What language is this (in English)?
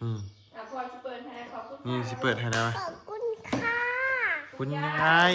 Northeastern Thai